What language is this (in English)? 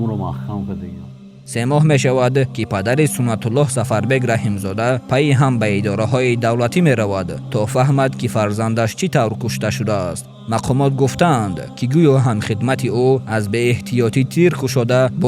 Tajik